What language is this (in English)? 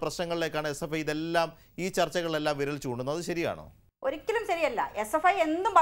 Malayalam